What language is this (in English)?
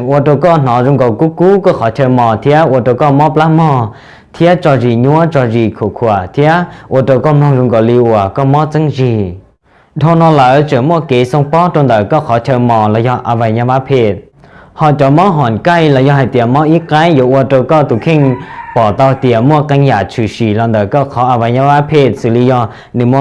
Hmong